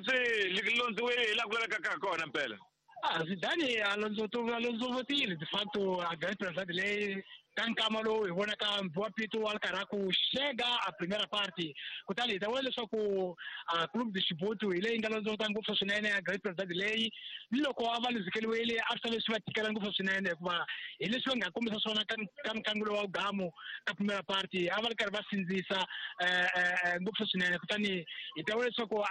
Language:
Tsonga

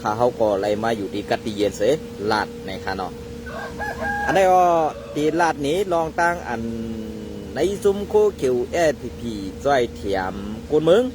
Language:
Shan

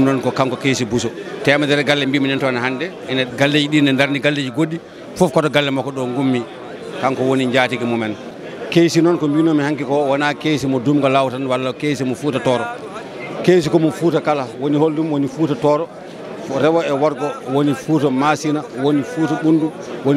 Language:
Fula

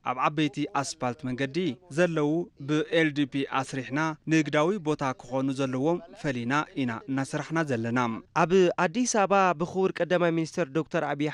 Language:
Tigrinya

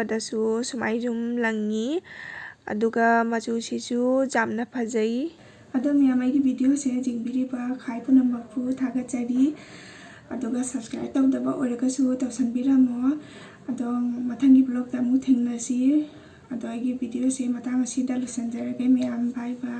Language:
Manipuri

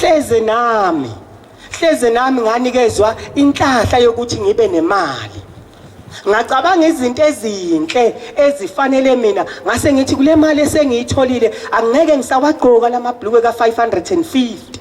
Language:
Zulu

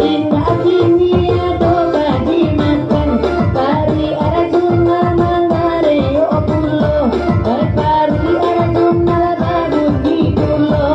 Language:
Minangkabau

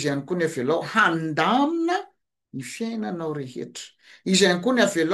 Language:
Malagasy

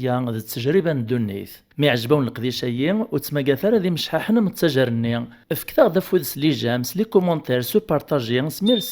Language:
Kabyle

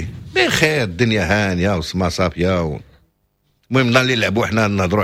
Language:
Moroccan Arabic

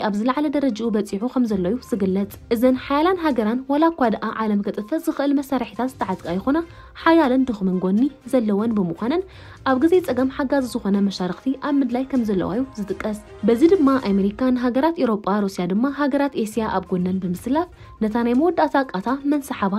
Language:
Tigrinya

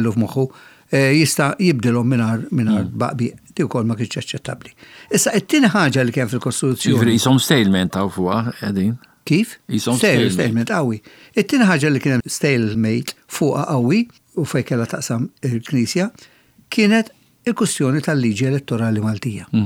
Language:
Maltese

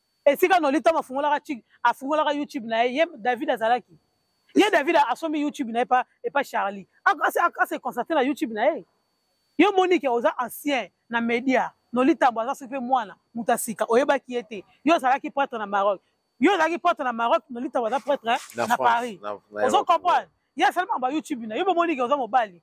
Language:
Lingala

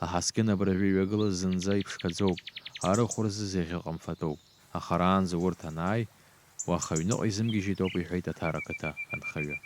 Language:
Abkhazian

